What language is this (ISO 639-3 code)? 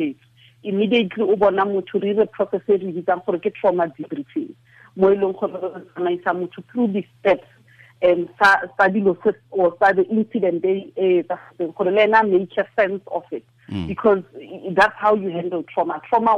tsn